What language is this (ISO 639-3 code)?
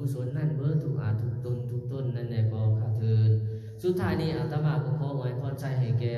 lao